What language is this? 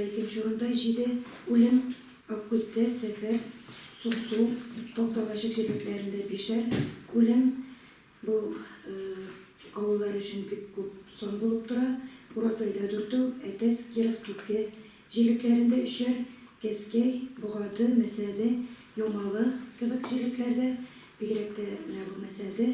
Tatar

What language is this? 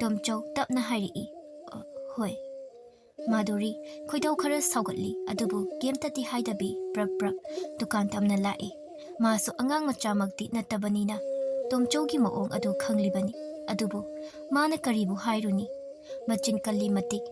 Manipuri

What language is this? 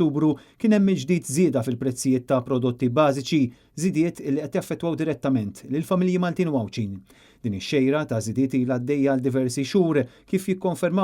Maltese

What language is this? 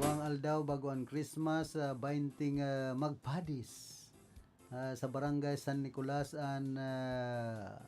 Bikol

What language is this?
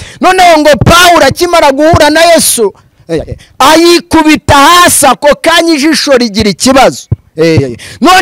Kinyarwanda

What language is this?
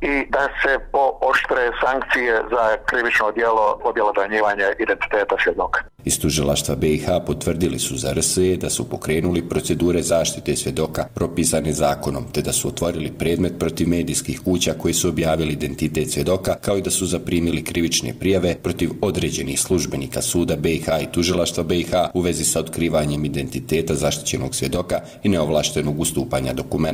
Croatian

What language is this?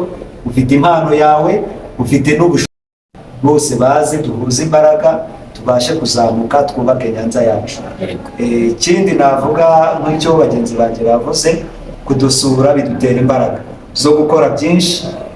Kinyarwanda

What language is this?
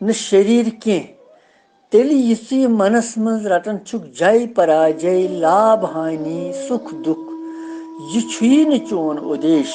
Kashmiri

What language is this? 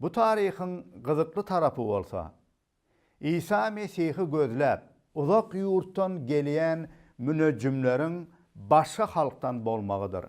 Turkmen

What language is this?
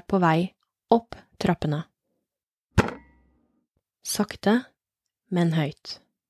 Norwegian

